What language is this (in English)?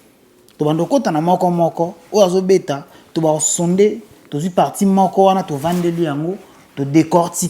Lingala